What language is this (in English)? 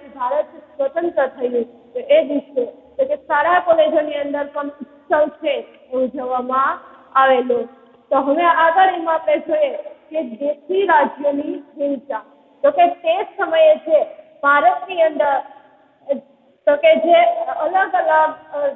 Gujarati